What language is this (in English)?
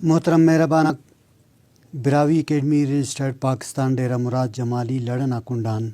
Brahui